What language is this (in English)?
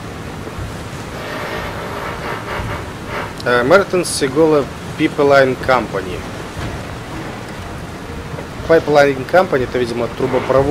Russian